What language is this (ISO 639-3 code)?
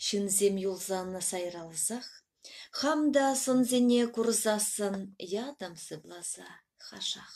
chv